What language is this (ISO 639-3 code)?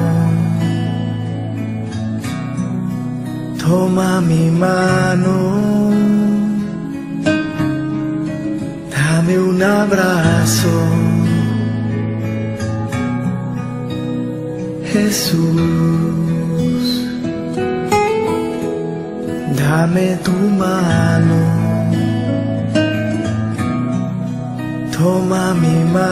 spa